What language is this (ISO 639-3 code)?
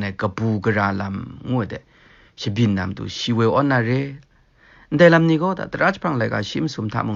kac